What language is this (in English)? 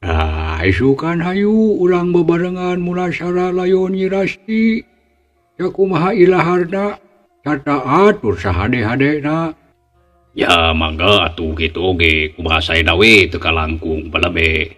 Sundanese